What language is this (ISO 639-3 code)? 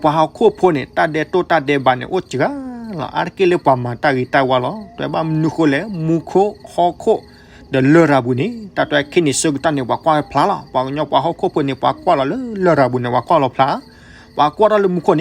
ksw